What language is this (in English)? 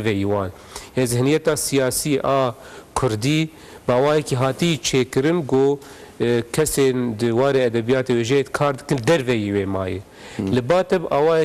Kurdish